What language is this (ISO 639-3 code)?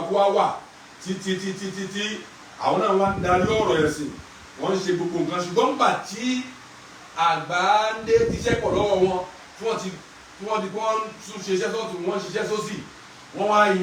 yor